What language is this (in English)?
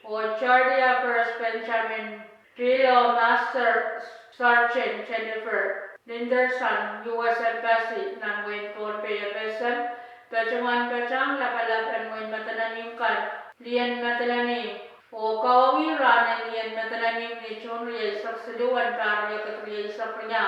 Pohnpeian